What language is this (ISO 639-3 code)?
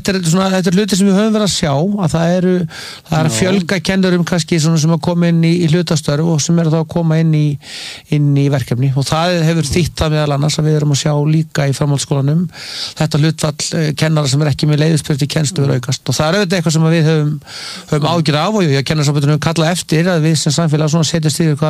isl